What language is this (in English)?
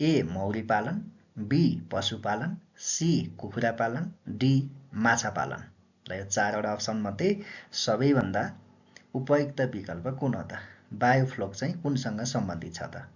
Nepali